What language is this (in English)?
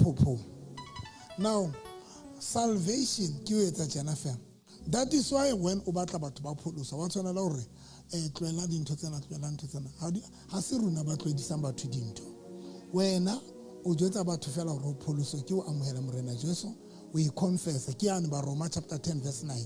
Southern Sotho